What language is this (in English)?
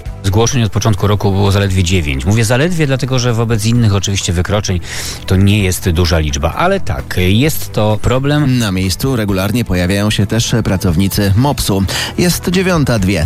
Polish